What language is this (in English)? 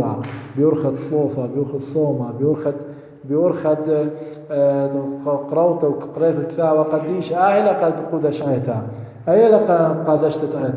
Assyrian Neo-Aramaic